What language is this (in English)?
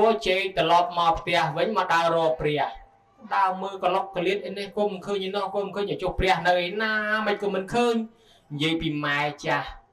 Khmer